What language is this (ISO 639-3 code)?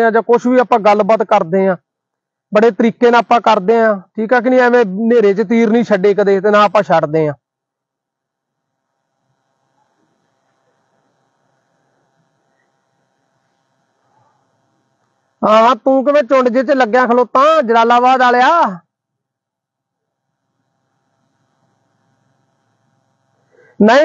pan